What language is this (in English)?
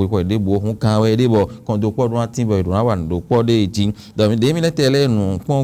Fon